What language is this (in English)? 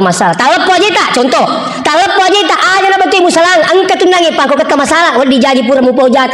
Buginese